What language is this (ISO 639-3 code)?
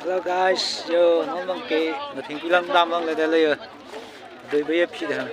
mjw